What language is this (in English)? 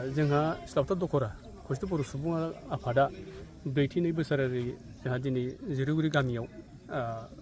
Bodo